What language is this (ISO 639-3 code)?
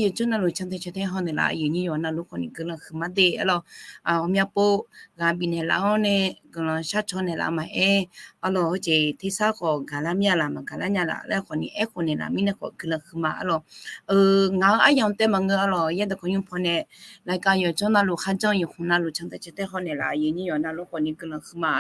ahk